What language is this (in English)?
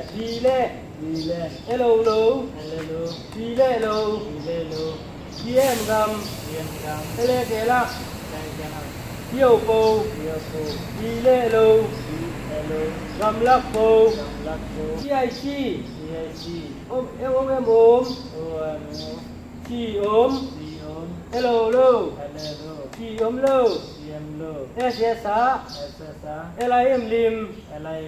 Tedim Chin